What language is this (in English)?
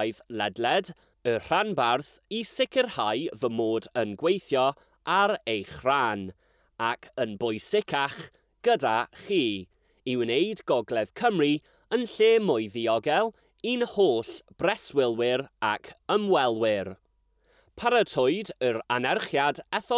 Welsh